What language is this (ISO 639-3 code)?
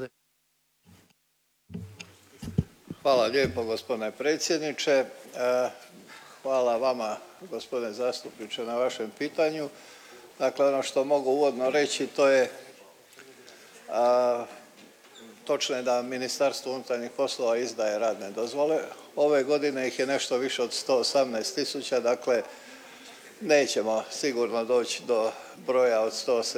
hrv